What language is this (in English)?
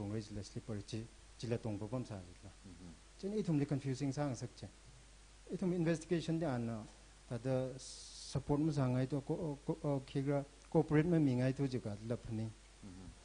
Tangkhul Naga (India)